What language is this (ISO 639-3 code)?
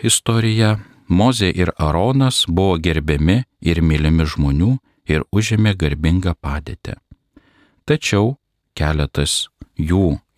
lit